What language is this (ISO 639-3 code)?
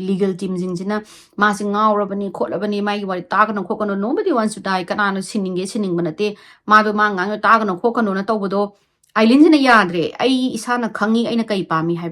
mni